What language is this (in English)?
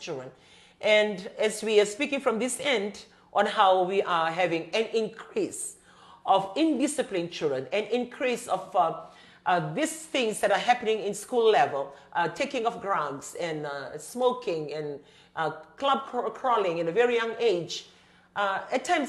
Fijian